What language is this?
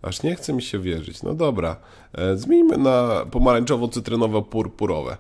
Polish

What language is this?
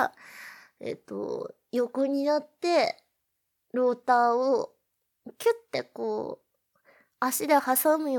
Japanese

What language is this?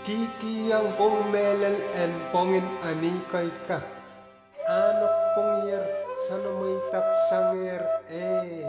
Pohnpeian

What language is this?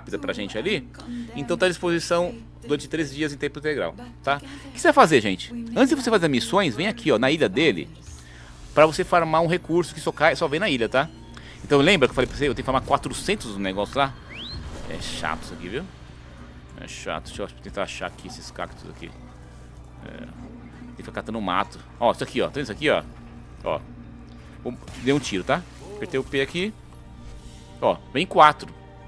Portuguese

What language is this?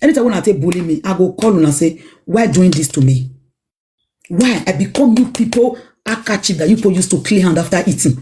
Nigerian Pidgin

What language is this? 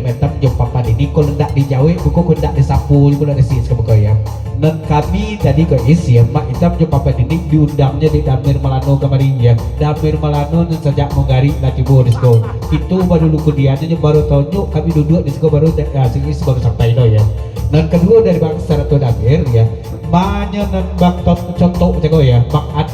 Minangkabau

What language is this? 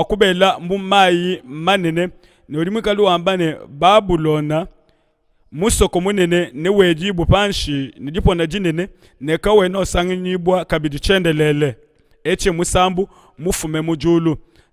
Luba-Lulua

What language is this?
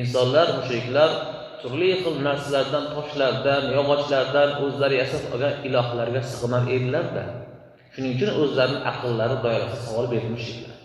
Uzbek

